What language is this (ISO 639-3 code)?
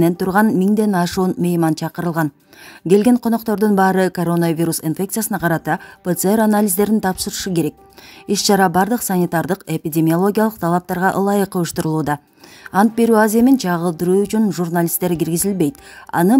kir